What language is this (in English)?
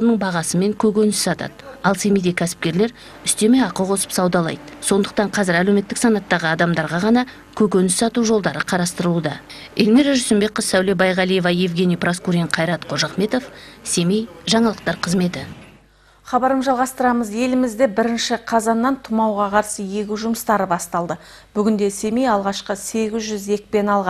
Kazakh